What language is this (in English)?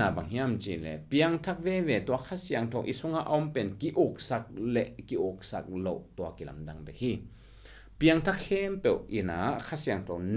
Tedim Chin